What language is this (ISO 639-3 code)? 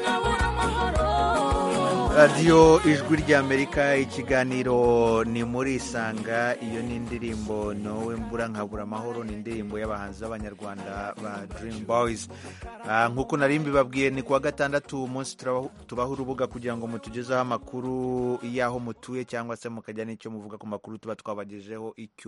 kin